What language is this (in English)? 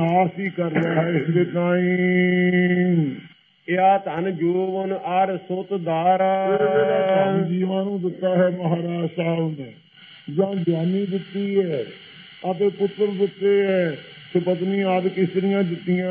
Punjabi